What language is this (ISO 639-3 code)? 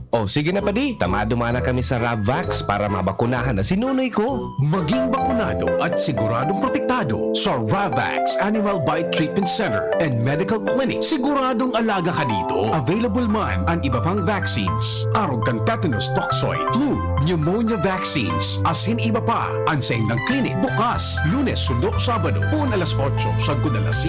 bik